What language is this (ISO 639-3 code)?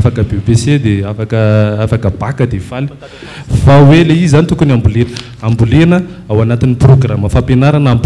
mlg